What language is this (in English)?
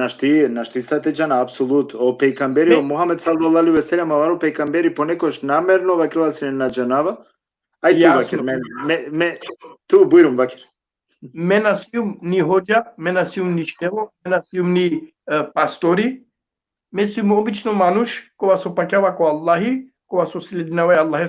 Balkan Romani